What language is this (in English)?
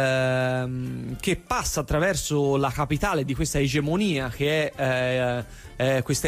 Italian